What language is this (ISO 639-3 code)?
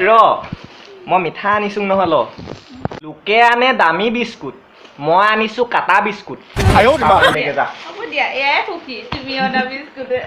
asm